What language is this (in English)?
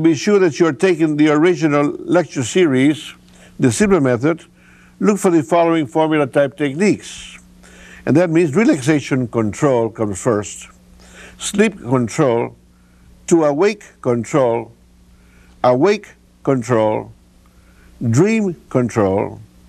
English